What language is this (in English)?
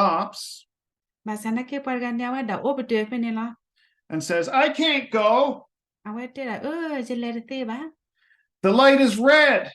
S'gaw Karen